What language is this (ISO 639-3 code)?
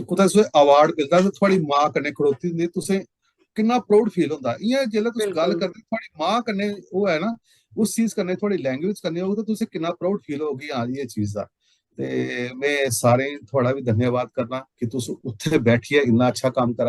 doi